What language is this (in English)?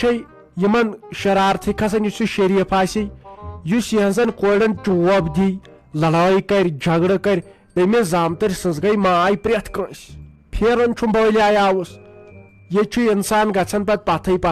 Kashmiri